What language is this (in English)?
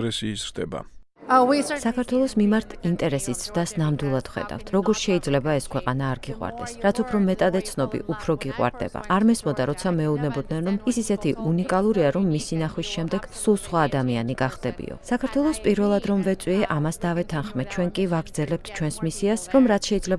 Georgian